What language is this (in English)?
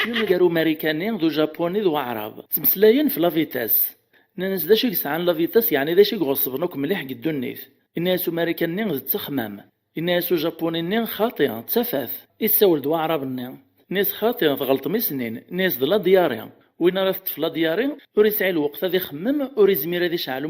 Kabyle